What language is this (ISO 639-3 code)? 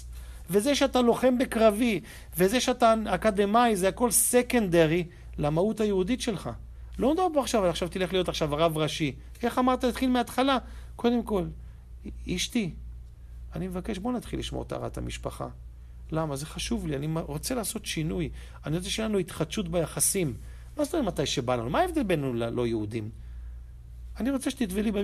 heb